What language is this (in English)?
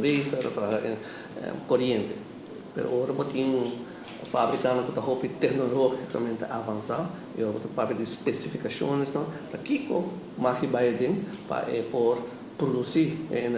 Papiamento